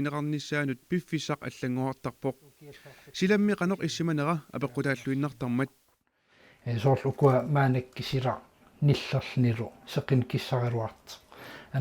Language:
Kalaallisut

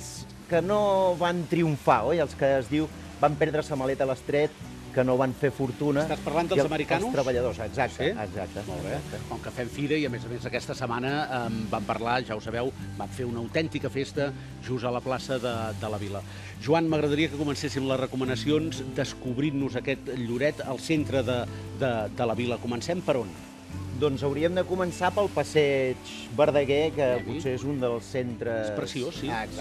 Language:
Catalan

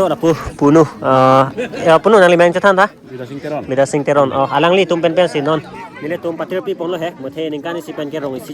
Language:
Karbi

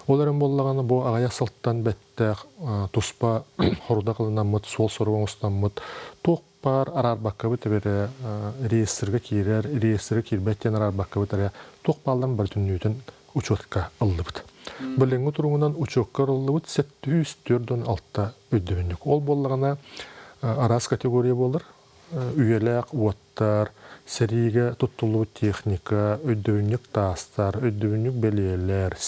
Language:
Yakut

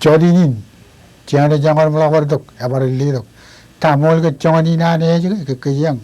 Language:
Marshallese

